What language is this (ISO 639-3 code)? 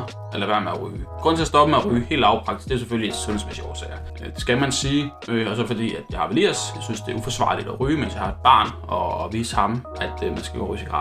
dan